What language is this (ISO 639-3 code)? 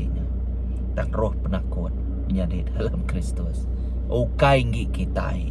iba